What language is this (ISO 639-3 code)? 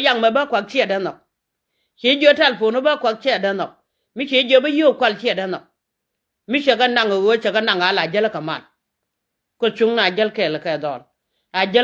nus